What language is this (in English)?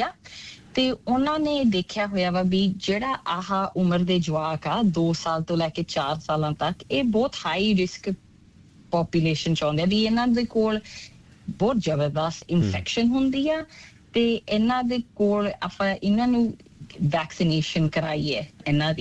Punjabi